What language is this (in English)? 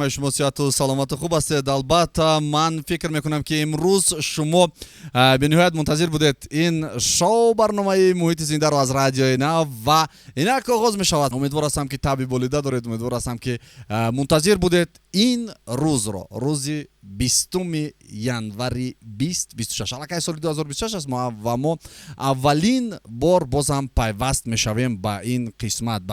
Tajik